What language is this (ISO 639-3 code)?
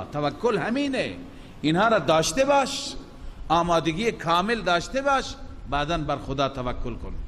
fas